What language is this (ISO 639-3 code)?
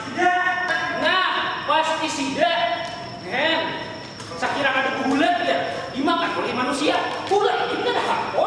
bjn